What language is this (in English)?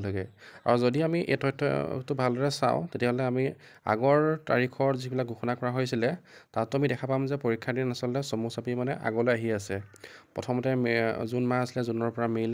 Assamese